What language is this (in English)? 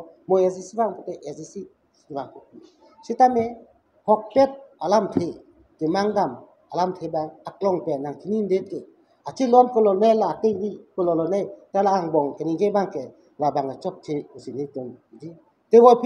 Karbi